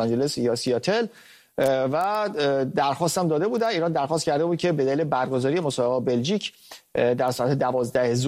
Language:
Persian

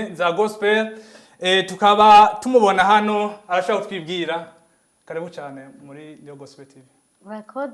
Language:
Rundi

